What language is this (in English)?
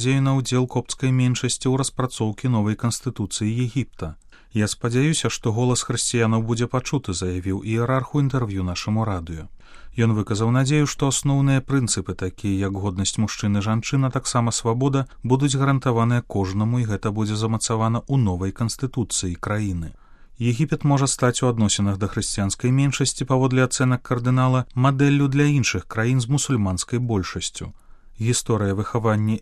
Belarusian